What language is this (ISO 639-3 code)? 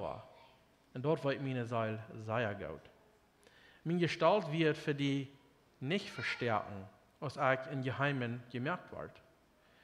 pdt